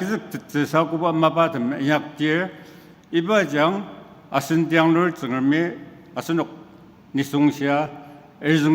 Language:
Ao Naga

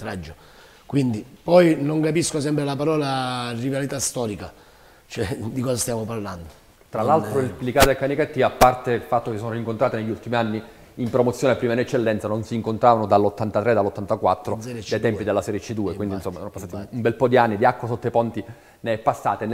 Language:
Italian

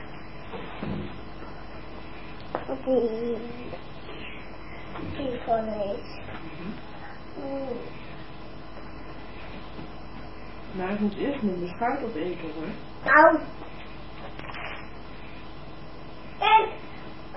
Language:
Dutch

